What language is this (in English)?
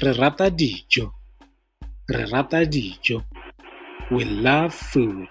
Tswana